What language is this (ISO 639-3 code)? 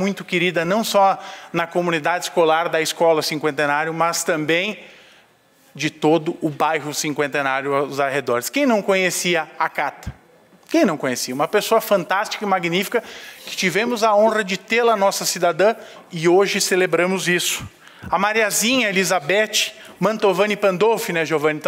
por